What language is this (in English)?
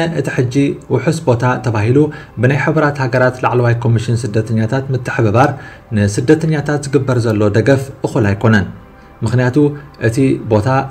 Tigrinya